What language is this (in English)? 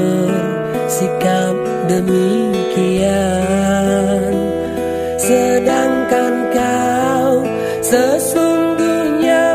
Indonesian